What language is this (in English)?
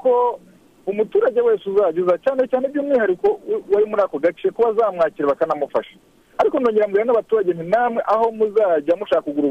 Kinyarwanda